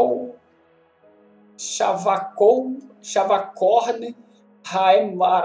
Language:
Portuguese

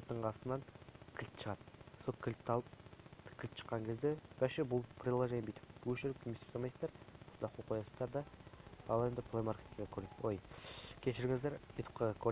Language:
Kazakh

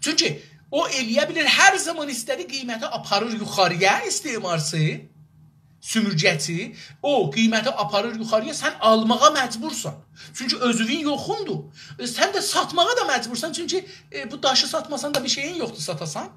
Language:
South Azerbaijani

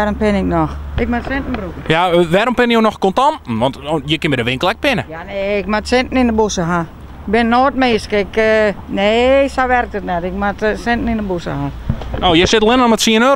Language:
Western Frisian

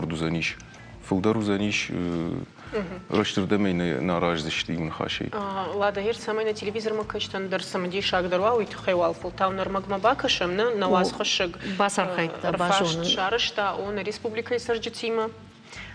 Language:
Ossetic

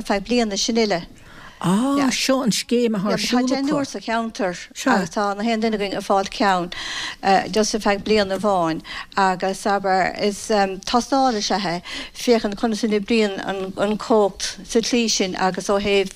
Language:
Irish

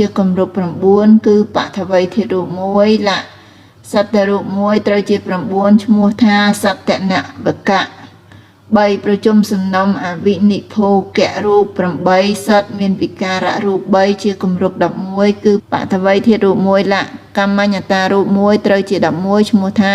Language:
Khmer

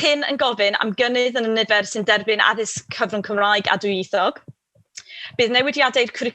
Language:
Welsh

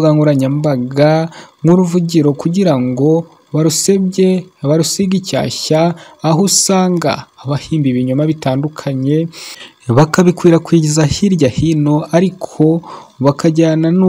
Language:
Kinyarwanda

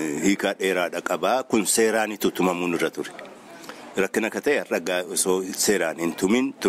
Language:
Oromo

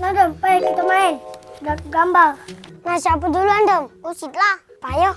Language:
Musi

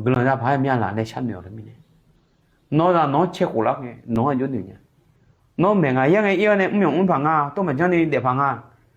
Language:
Akha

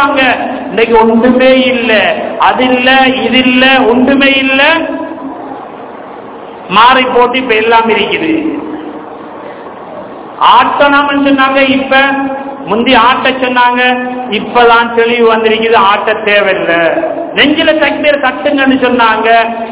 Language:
Tamil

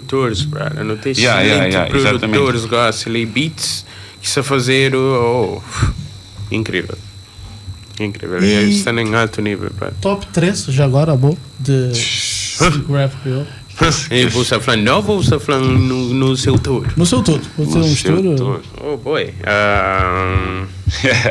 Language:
Kabuverdianu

